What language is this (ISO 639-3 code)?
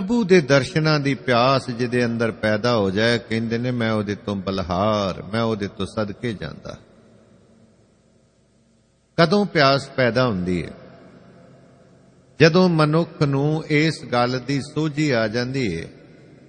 pan